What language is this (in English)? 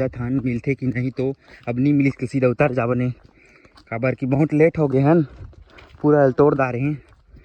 Chhattisgarhi